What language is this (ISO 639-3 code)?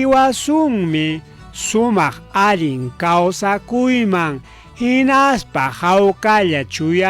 quy